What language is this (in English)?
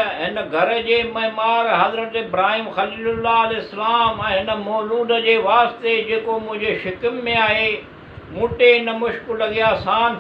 Sindhi